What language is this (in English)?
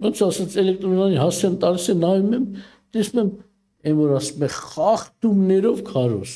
Armenian